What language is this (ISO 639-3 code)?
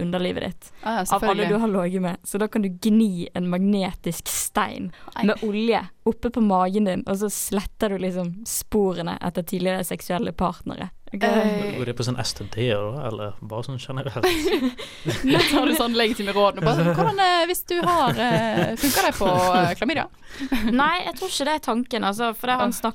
nor